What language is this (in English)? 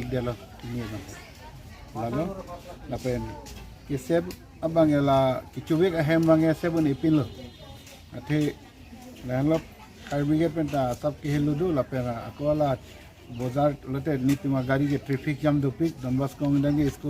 Karbi